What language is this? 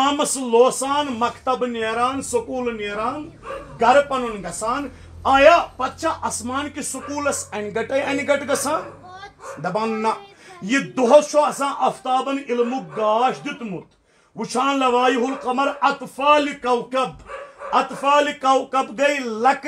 Kashmiri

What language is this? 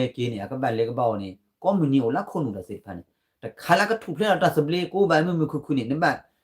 S'gaw Karen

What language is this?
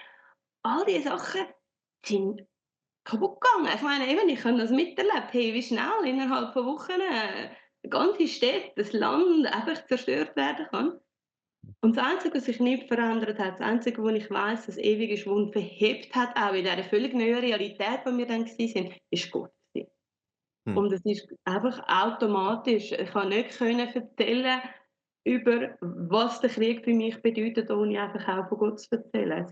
Swiss German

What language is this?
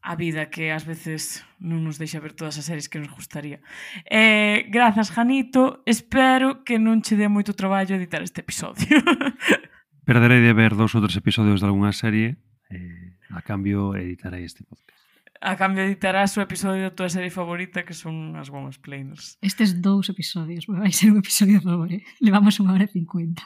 Galician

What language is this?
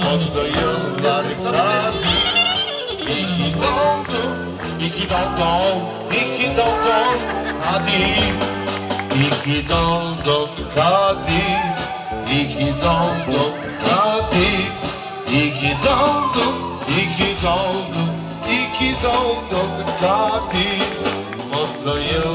Turkish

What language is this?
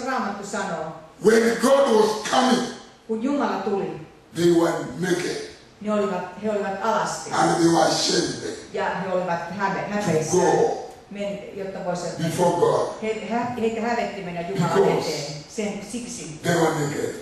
Finnish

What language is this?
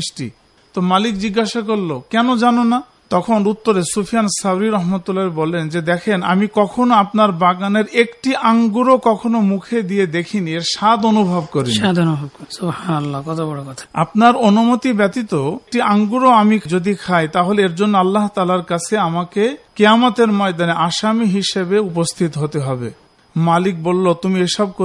Bangla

